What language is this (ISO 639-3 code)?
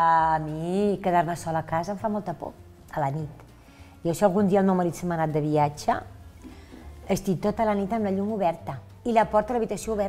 cat